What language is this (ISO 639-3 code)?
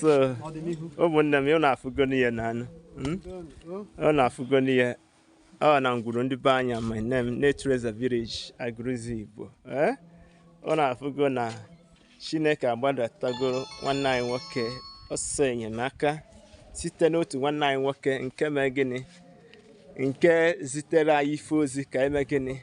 ibo